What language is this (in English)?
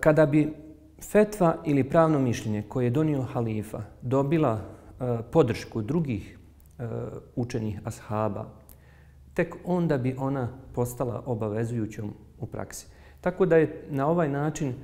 Bosnian